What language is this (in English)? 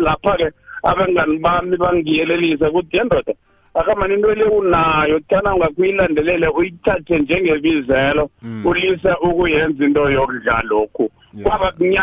South Ndebele